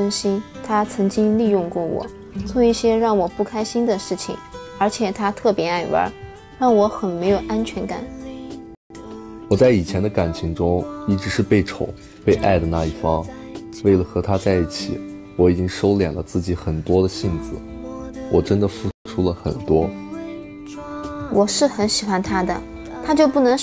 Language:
Chinese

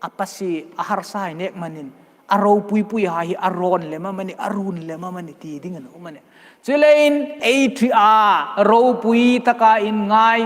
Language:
Hmar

